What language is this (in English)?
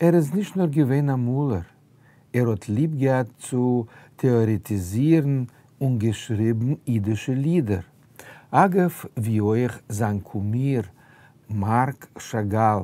Yiddish